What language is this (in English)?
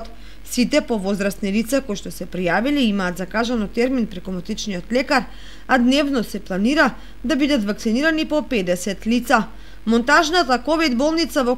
Macedonian